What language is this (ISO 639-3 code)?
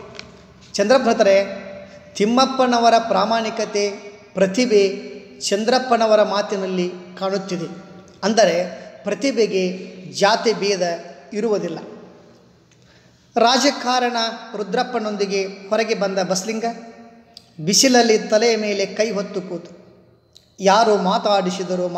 kan